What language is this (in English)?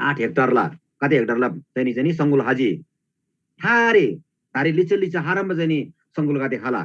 Eastern Tamang